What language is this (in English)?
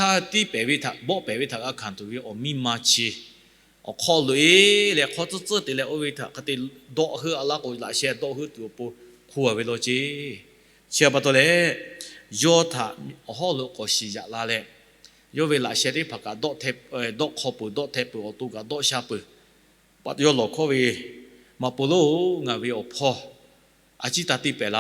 Lahu